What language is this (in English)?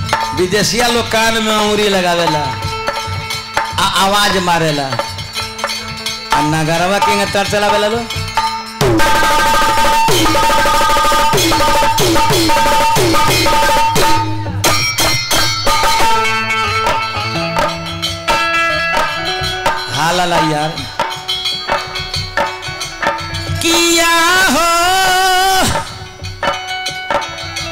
Bhojpuri